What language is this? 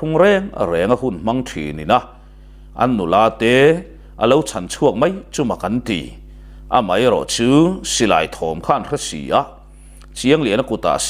Mizo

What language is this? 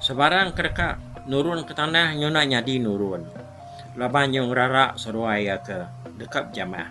Iban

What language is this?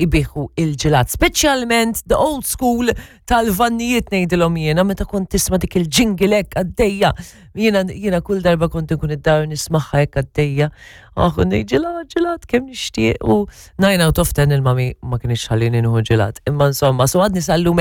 Maltese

